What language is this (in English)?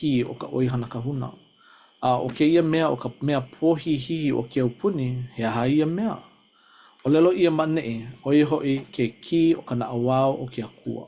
Hawaiian